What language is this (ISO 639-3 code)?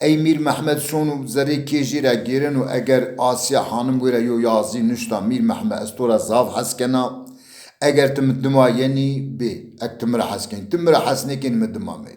zza